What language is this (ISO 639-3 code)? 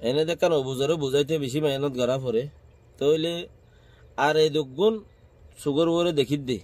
rhg